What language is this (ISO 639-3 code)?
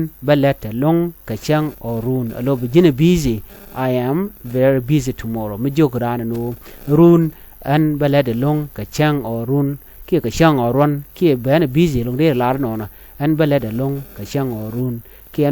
nus